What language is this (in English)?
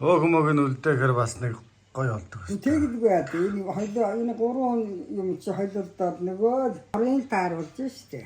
Mongolian